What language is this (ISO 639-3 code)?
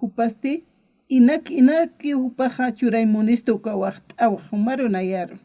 aym